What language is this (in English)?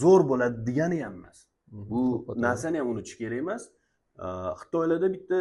Uzbek